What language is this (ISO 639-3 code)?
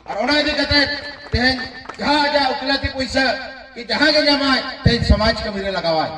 sat